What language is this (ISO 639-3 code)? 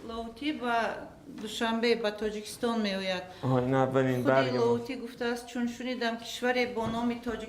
fas